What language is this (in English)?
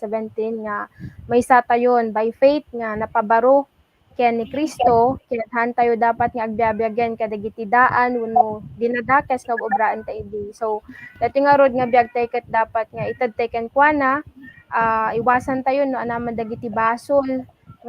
Iloko